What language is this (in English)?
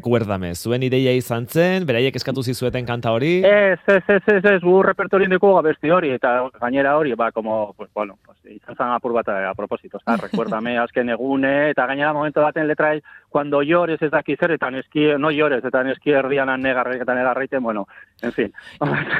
Basque